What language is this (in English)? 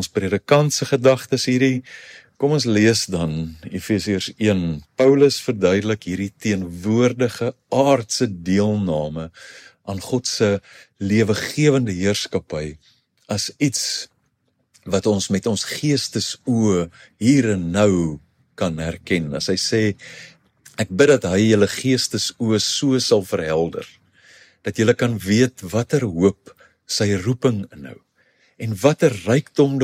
Afrikaans